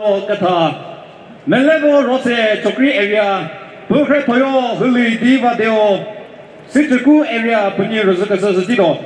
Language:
Chokri Naga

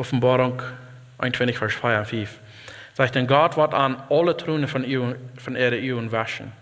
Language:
Plautdietsch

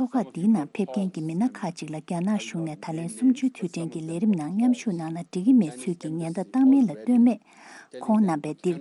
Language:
Tibetan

